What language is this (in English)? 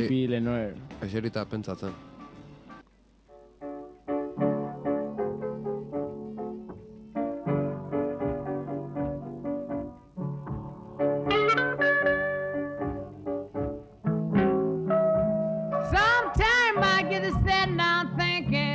Basque